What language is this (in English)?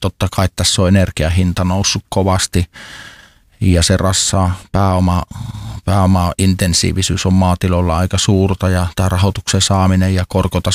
Finnish